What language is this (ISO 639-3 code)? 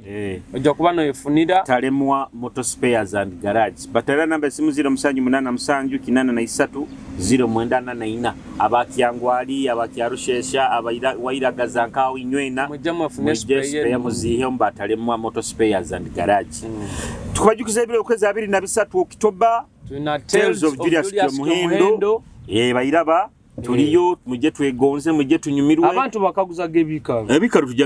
nyo